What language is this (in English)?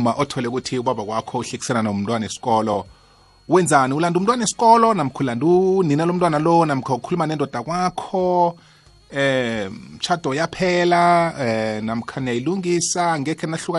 South Ndebele